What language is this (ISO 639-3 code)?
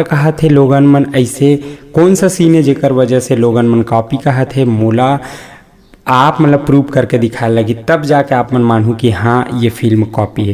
hne